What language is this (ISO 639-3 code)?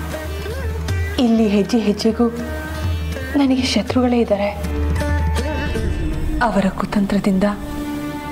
kan